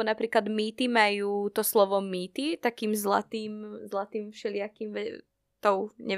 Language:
Slovak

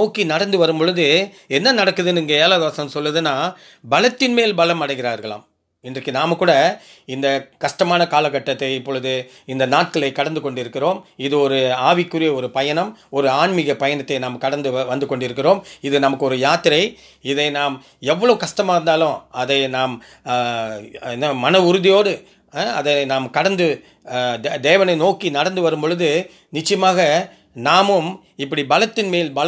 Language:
Tamil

